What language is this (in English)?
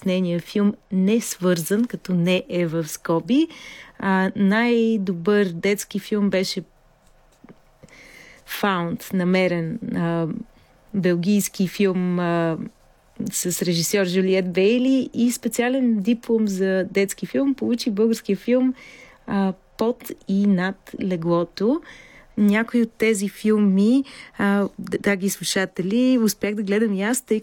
Bulgarian